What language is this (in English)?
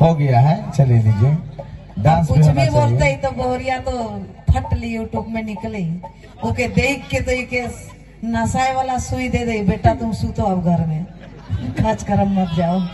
Sadri